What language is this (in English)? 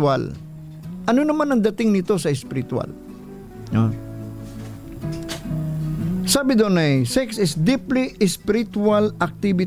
Filipino